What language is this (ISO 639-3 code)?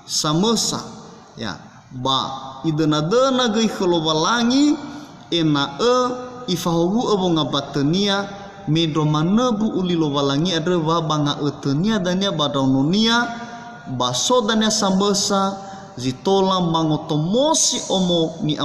nia